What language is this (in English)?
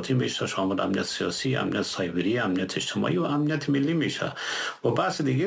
Persian